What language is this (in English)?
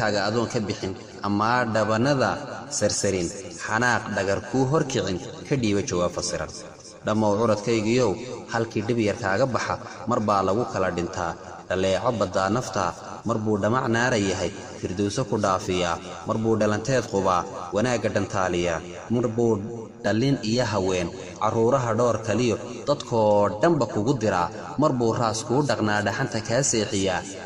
Somali